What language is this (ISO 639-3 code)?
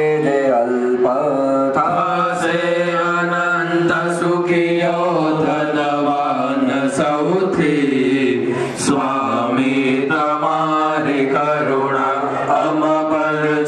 guj